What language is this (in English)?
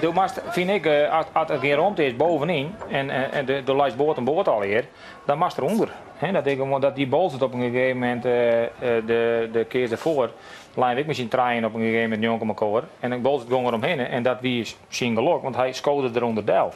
Western Frisian